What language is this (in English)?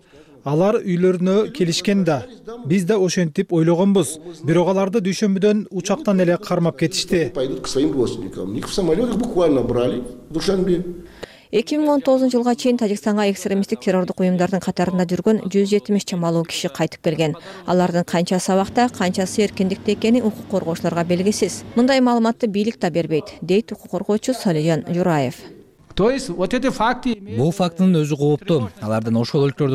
Kyrgyz